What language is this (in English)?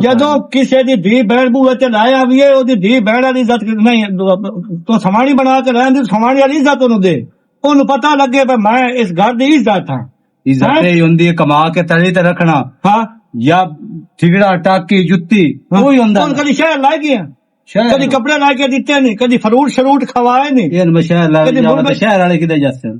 Western Panjabi